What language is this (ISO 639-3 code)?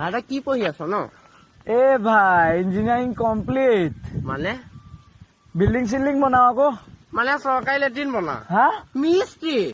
asm